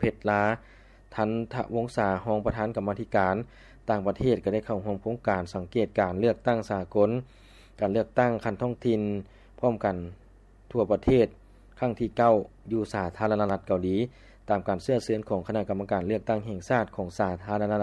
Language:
Lao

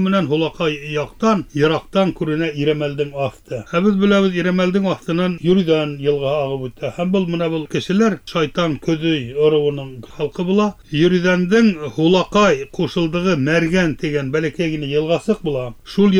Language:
Bashkir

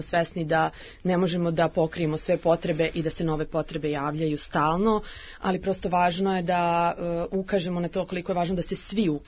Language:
Serbian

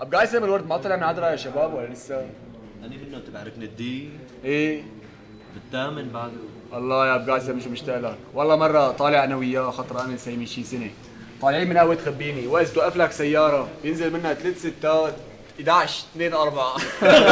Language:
North Levantine Arabic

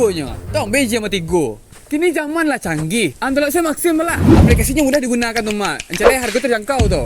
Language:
Minangkabau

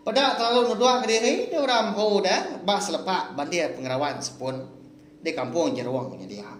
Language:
Iban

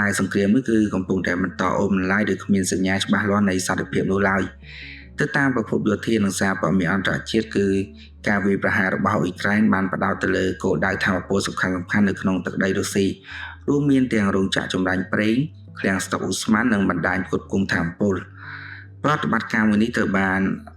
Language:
Khmer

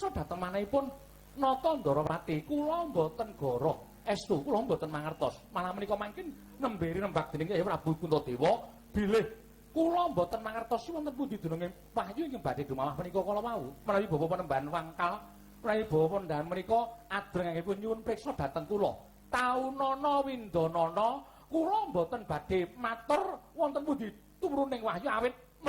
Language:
Javanese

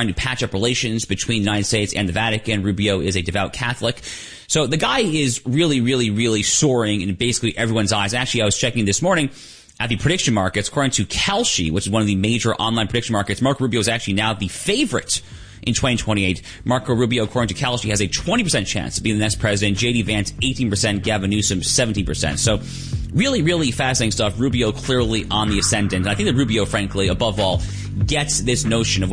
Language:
English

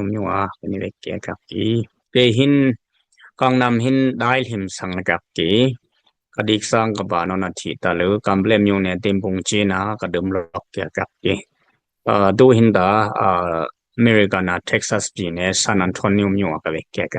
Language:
Dimasa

